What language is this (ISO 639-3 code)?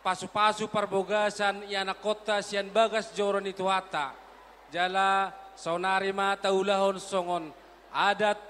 bbc